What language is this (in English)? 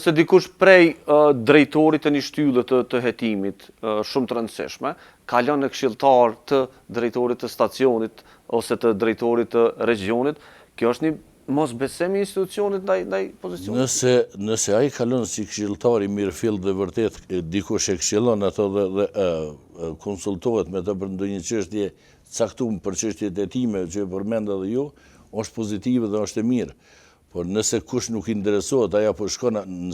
Albanian